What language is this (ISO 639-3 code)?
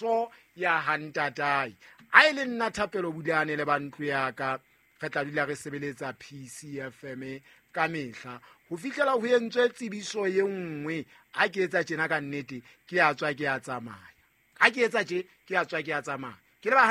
sot